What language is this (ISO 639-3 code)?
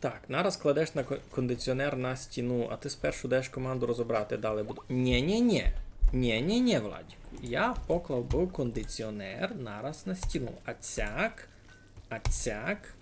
rue